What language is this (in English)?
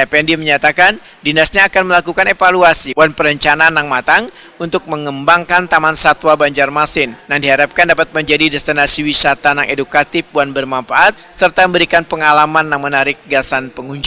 Banjar